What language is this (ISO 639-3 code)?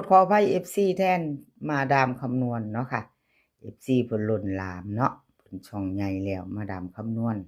tts